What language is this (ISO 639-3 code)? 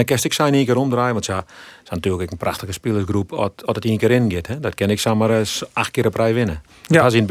fry